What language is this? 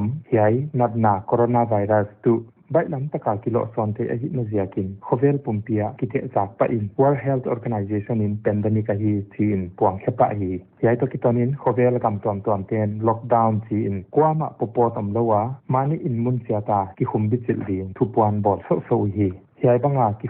Paite Chin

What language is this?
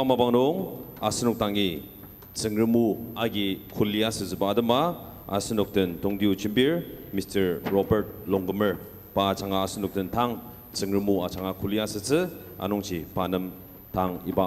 Ao Naga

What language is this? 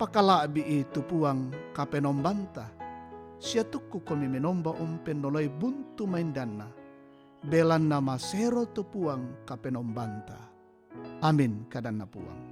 Toraja-Sa'dan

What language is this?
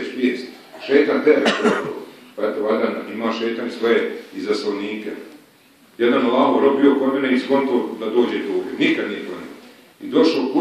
Bosnian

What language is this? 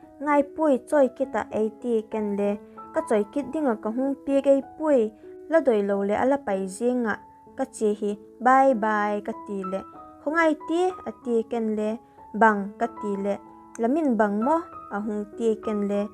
Vaiphei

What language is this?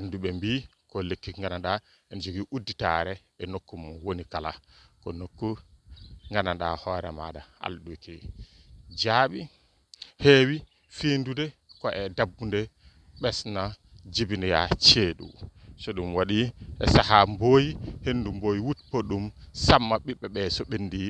Fula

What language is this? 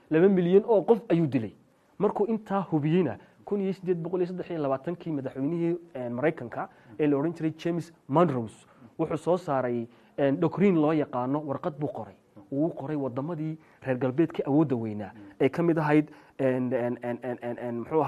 Somali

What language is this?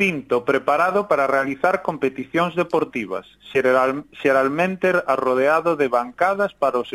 Galician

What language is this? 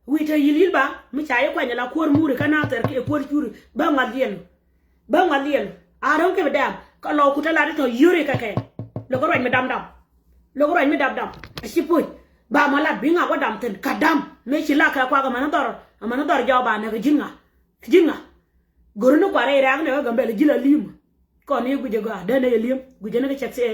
Nuer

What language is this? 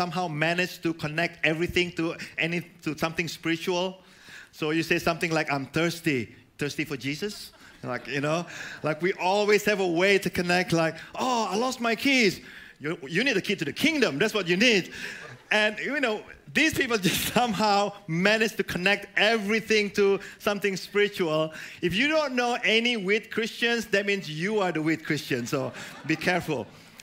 English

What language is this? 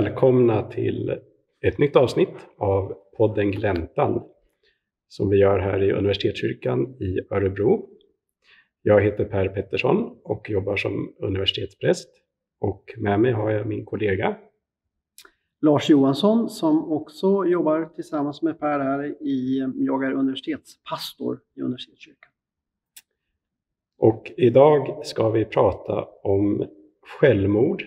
Swedish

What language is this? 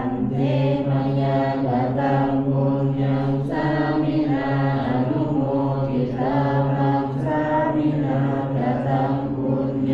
Pali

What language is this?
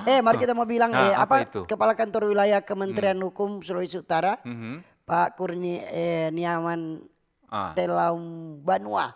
Manado Malay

